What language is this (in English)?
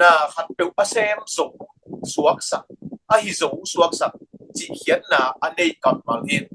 Tedim Chin